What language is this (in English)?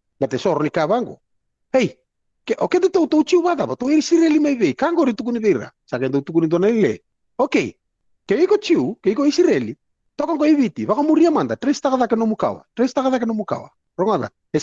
Fijian